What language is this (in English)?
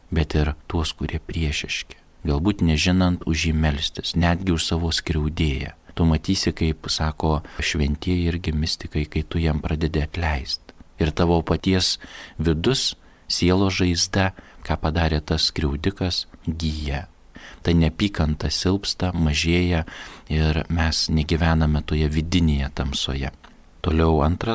Lithuanian